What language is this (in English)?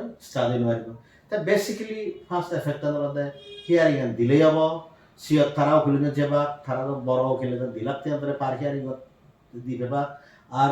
Chakma